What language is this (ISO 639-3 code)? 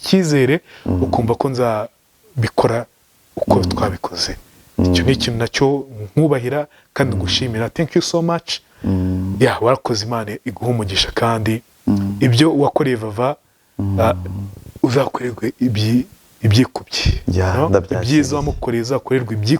kin